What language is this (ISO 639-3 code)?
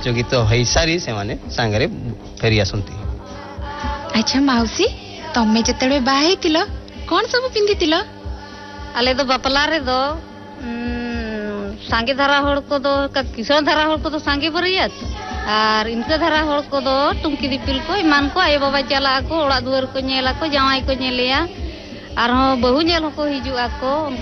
ori